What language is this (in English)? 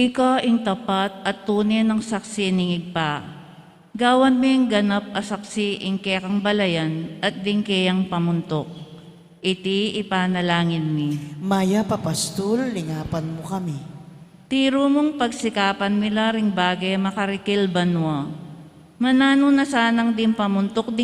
Pampanga